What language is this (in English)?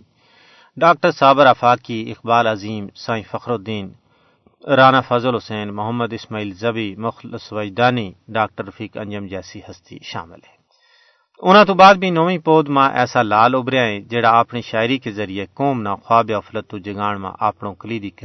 Gujari